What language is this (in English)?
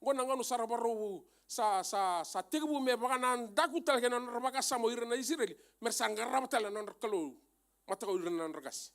Fijian